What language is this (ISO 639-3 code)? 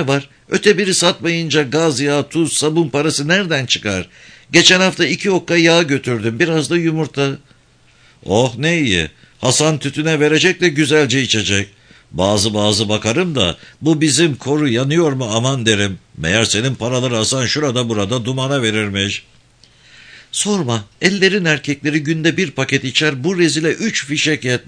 tur